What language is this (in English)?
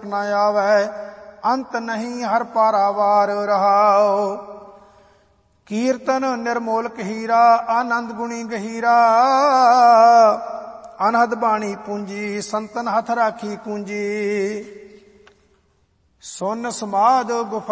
Punjabi